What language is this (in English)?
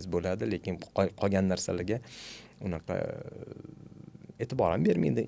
Uzbek